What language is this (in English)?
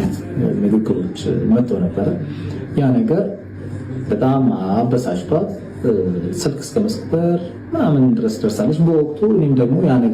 Amharic